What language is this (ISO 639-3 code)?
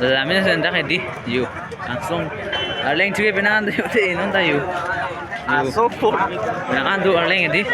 mjw